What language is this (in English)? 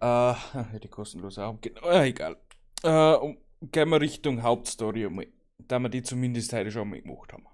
Bavarian